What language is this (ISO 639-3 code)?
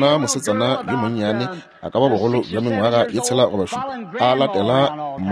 nso